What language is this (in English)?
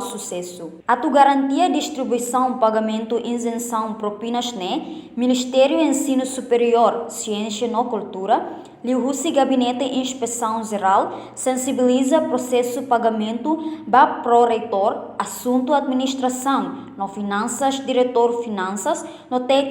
Tetum